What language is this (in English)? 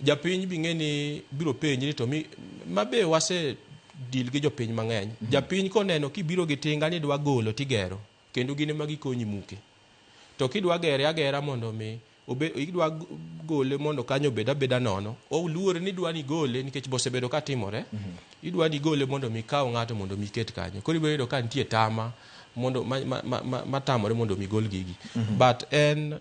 Luo (Kenya and Tanzania)